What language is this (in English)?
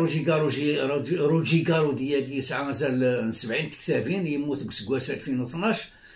Kabyle